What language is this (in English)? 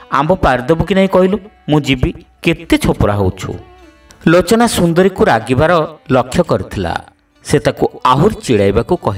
Odia